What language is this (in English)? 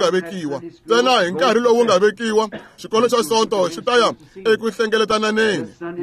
Tsonga